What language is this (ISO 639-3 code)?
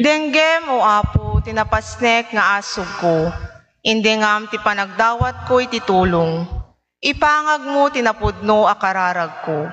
ilo